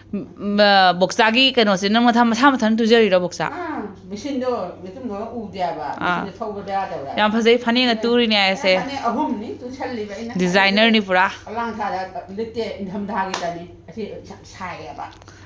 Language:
Manipuri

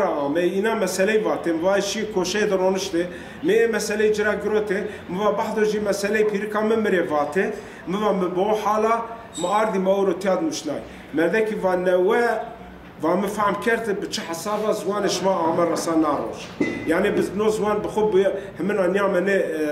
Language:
Zaza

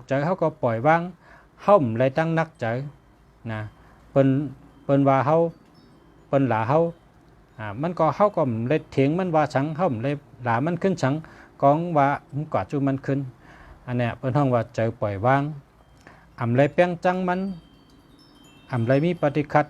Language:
Shan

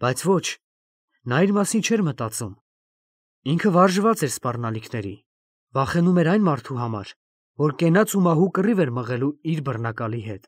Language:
Armenian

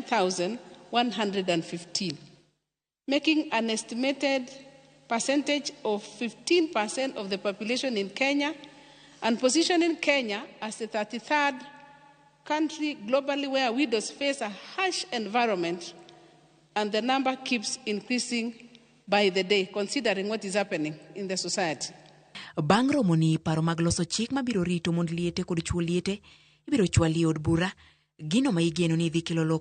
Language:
Luo (Kenya and Tanzania)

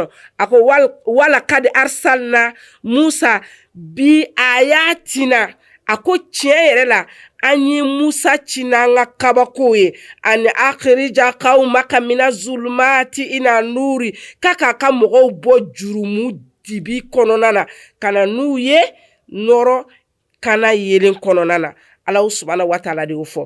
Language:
Bambara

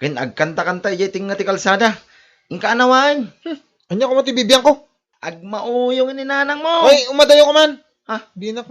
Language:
Iloko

